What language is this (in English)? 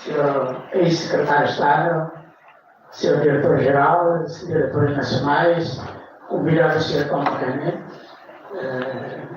Tetum